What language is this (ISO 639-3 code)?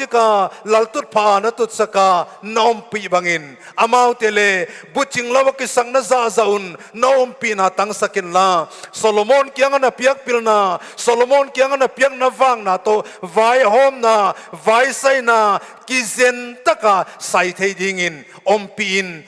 pck